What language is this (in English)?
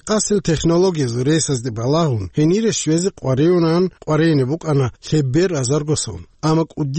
Avaric